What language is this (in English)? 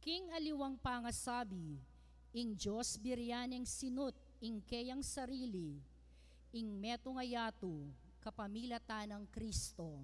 Pampanga